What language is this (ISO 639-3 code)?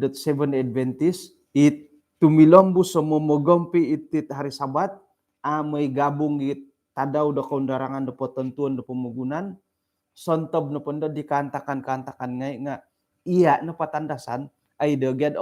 dtp